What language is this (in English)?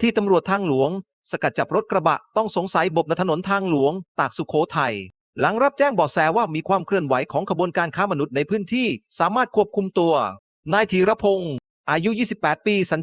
Lao